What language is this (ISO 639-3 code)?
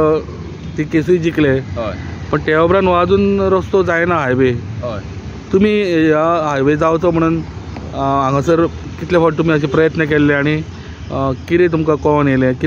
kok